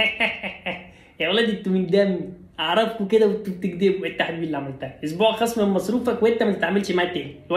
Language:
Egyptian Arabic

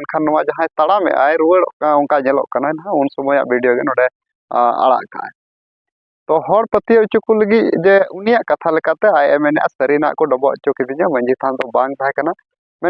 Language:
Santali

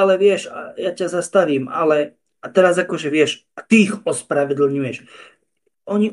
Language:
Slovak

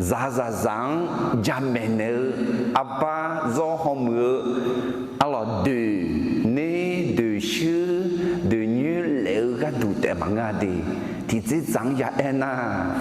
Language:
Akha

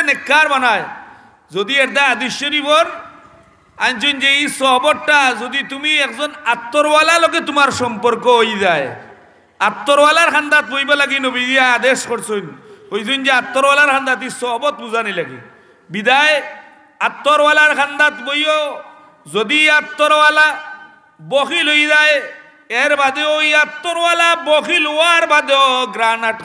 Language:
Sylheti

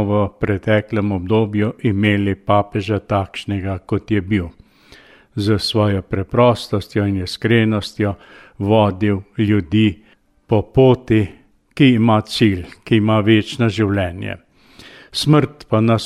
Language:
Slovenian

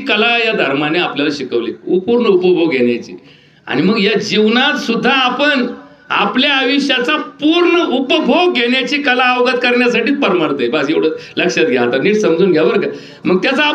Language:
Marathi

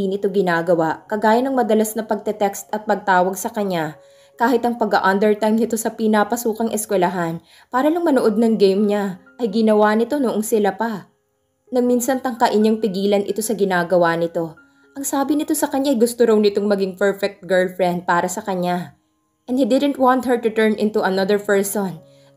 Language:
Filipino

